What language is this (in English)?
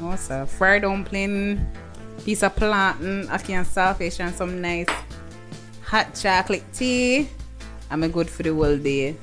Jamaican Creole English